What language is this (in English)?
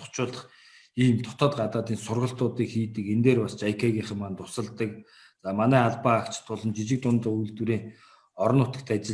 Mongolian